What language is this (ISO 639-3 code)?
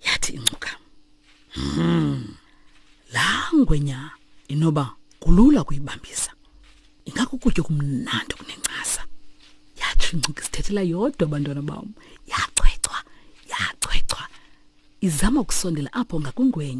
xho